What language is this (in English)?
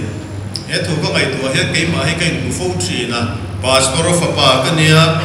Mizo